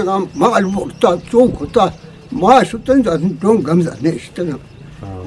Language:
Eastern Balochi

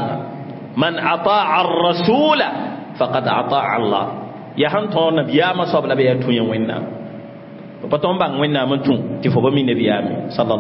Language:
Mossi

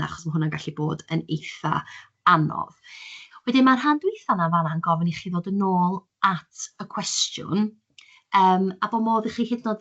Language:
Welsh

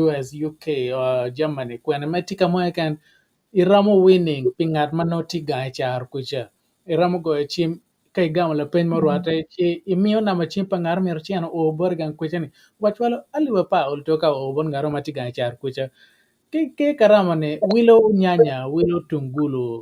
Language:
Acoli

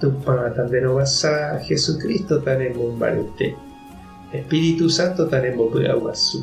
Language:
Guarani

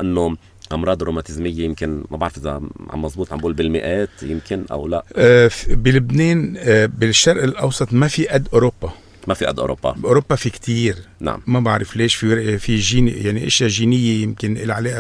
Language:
North Levantine Arabic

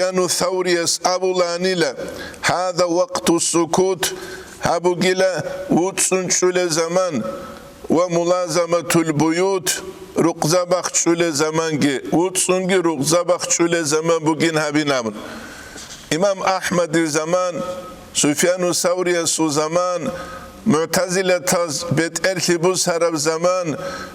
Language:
Avaric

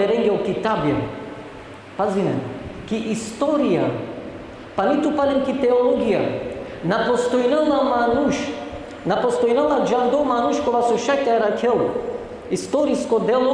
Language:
Balkan Romani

